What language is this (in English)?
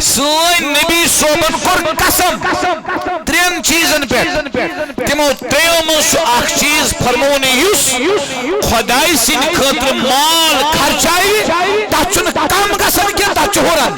Kashmiri